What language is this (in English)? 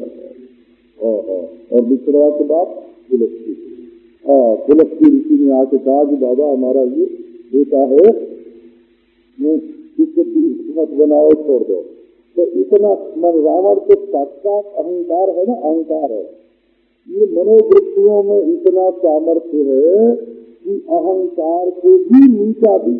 Hindi